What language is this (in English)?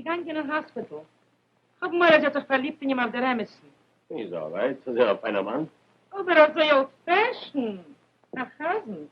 Yiddish